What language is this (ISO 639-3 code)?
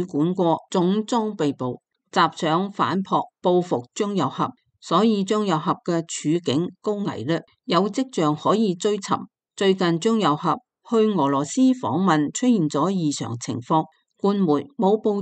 yue